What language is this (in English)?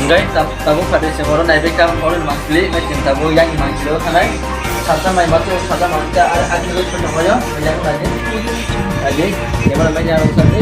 Kok Borok